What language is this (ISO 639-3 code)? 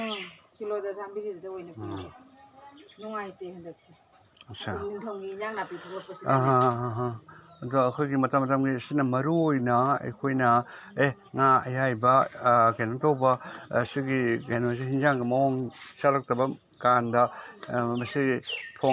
mni